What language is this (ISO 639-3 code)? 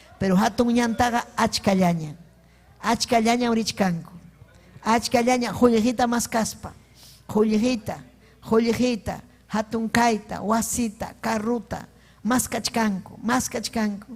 quy